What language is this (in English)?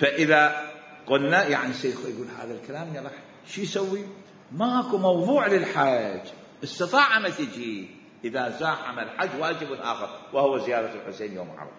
Mesopotamian Arabic